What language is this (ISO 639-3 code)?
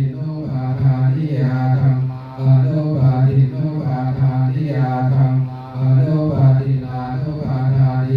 pli